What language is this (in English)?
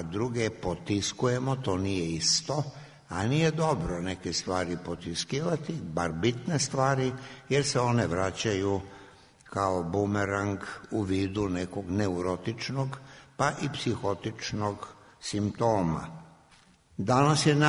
Serbian